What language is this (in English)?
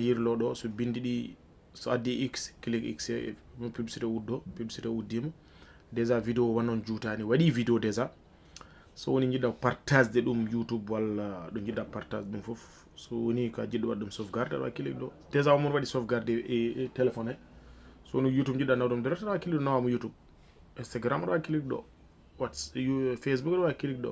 Fula